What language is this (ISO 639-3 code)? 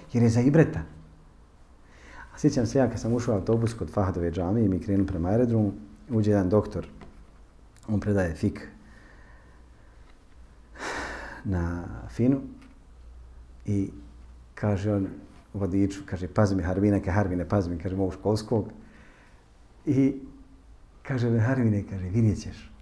bos